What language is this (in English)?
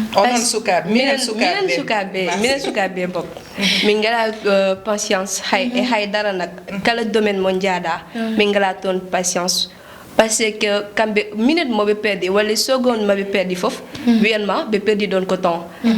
Fula